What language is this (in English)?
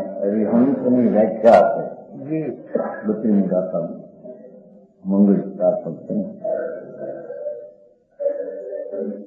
Gujarati